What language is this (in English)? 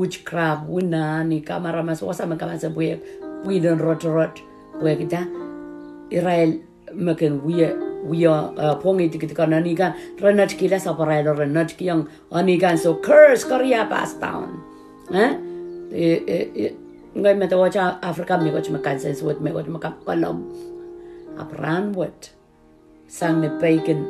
Pohnpeian